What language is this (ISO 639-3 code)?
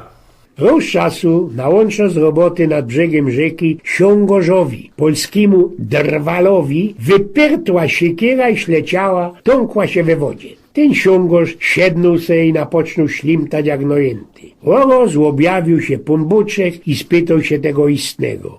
szl